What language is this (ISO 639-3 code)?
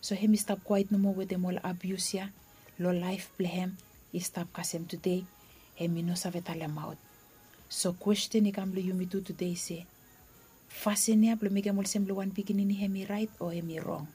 bis